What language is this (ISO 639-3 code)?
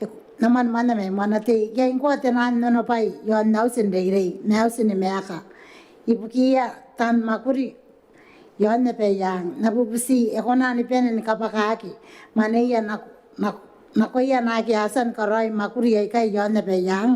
gil